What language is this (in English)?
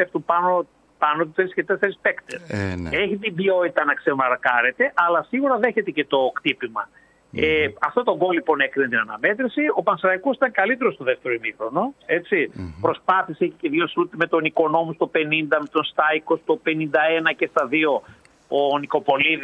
Greek